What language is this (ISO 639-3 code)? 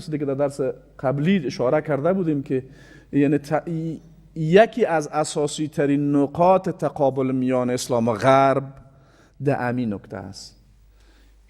fas